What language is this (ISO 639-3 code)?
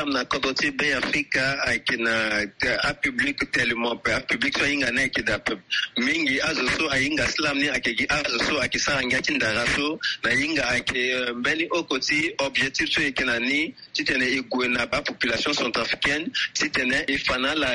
sag